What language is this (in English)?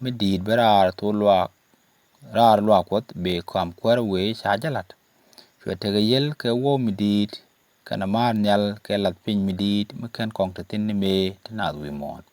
Nuer